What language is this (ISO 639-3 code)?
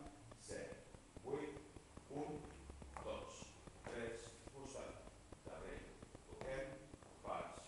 cat